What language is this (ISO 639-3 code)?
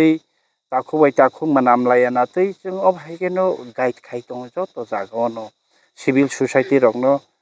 trp